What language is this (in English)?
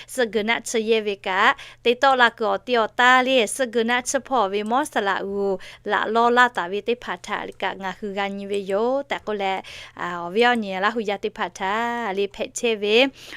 Lahu